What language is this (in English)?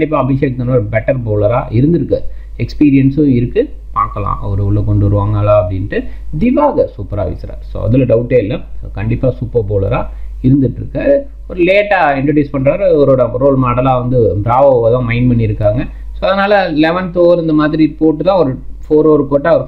Tamil